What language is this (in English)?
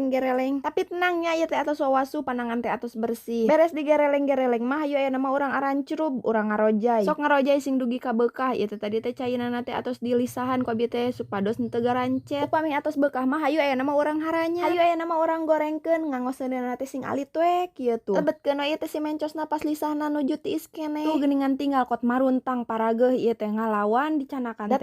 Sundanese